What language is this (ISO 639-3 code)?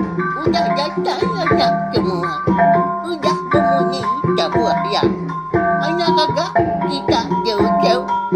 iba